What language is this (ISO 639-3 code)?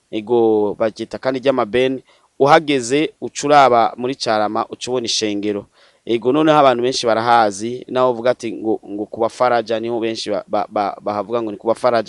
run